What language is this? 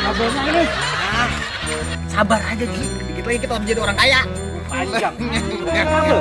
Betawi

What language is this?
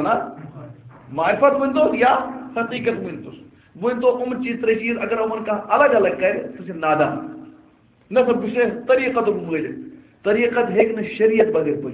Kashmiri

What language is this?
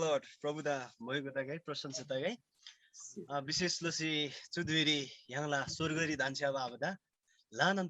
Eastern Tamang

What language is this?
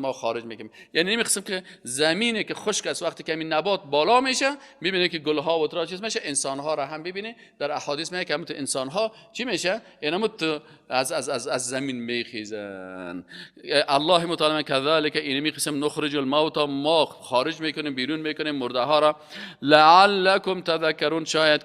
Persian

